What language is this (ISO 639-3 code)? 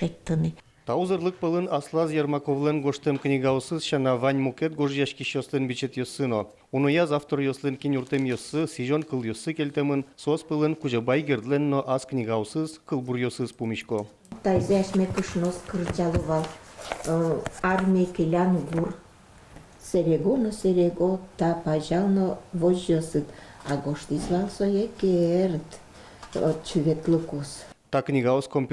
udm